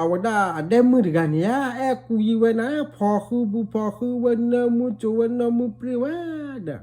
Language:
S'gaw Karen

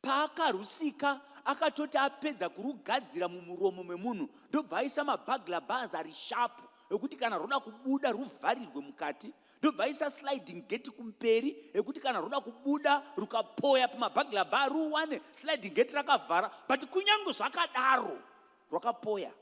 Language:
Shona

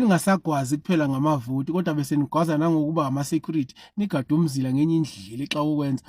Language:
Zulu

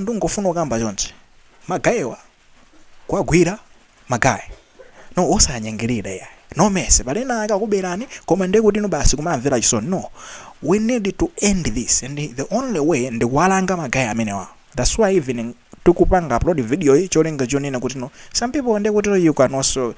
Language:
Nyanja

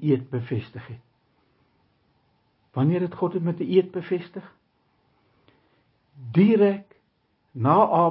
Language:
Afrikaans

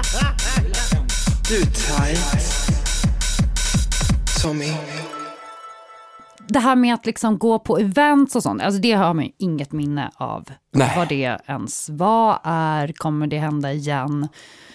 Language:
Swedish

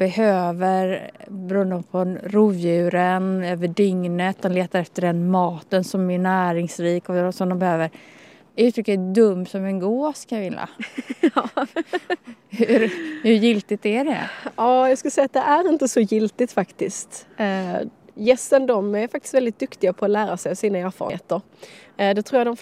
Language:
Swedish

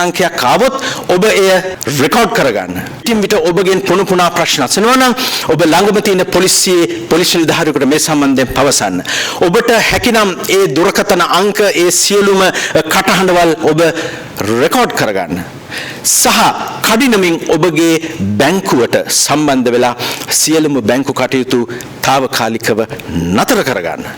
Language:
Sinhala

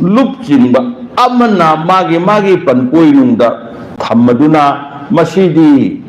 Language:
Manipuri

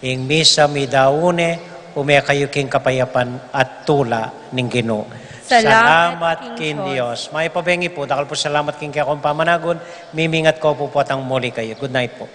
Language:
Pampanga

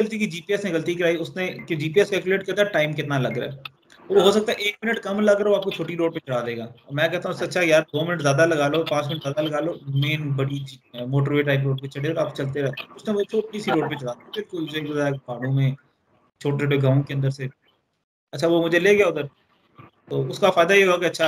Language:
Hindi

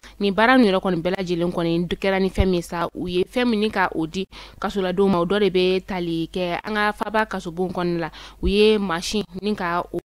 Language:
Bambara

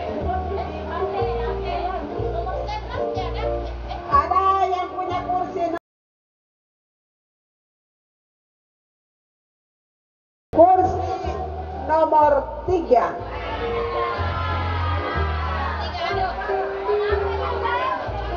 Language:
Indonesian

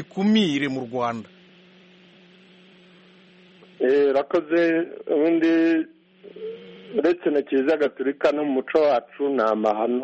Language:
Kinyarwanda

